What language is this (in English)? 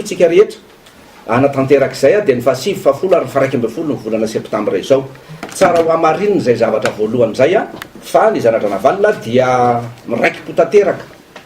Malagasy